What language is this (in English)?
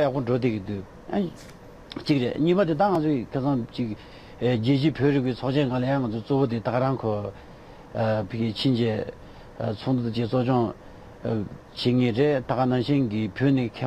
Tibetan